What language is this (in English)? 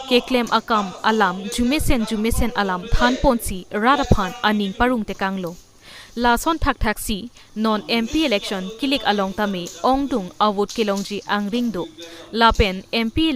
Karbi